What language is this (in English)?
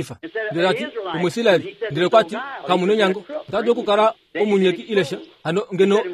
Kuanyama